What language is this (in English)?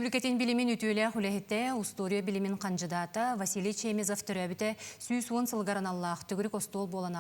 Yakut